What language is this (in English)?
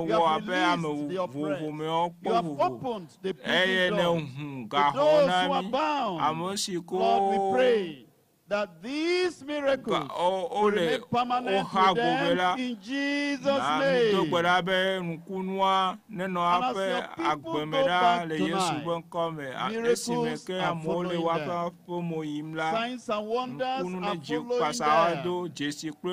Ewe